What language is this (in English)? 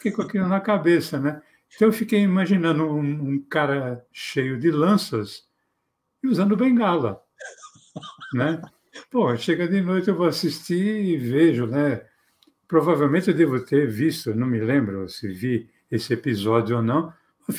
Portuguese